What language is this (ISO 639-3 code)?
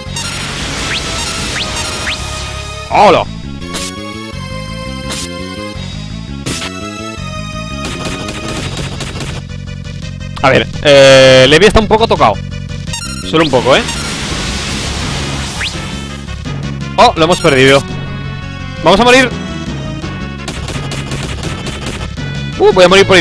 spa